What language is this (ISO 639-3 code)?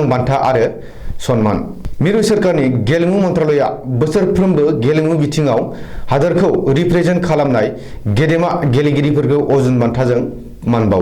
brx